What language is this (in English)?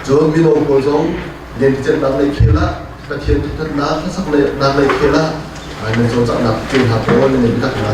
Hakha Chin